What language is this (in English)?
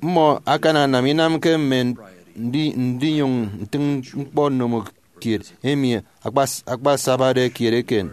Efik